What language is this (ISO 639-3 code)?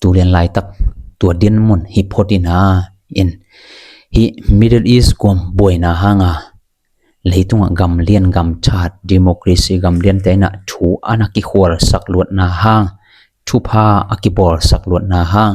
ctd